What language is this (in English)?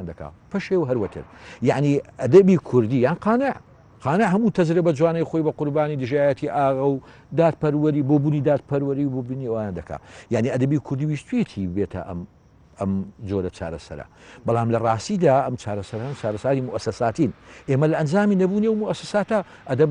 Central Kurdish